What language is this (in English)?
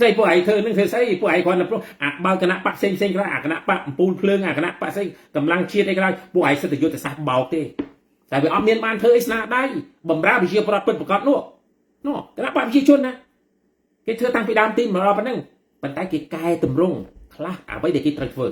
Khmer